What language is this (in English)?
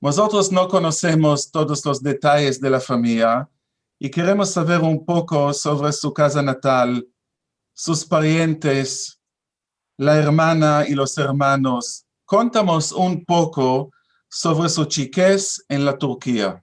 Ladino